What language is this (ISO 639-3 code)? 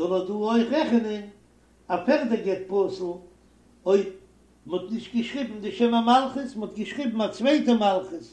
yid